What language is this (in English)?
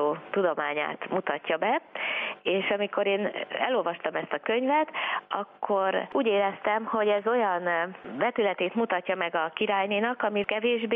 Hungarian